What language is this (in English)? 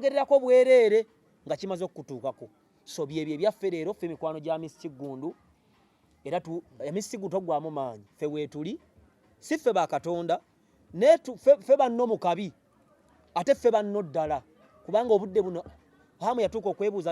Ganda